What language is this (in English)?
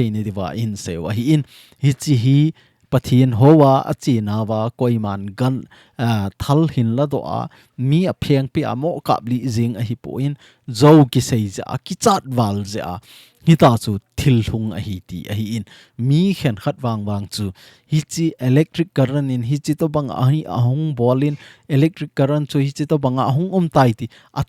Thado Chin